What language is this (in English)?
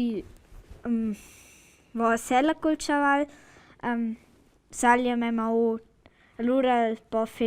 Romansh